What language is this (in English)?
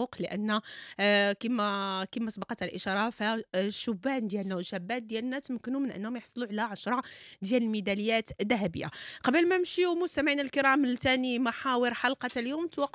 Moroccan Arabic